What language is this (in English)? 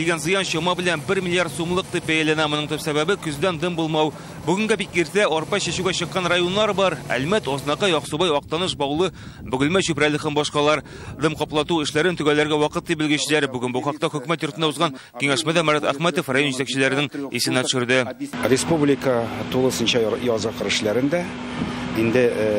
Tatar